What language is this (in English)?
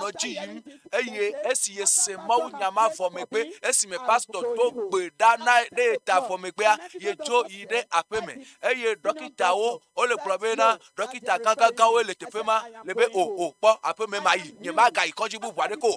Ewe